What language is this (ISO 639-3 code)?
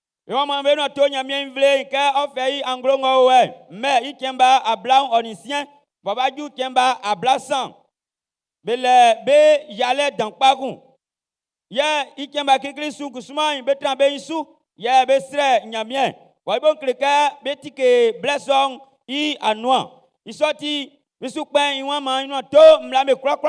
bci